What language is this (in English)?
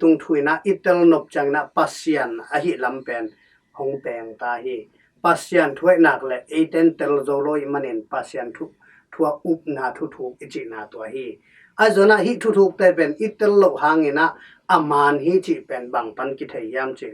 Tedim Chin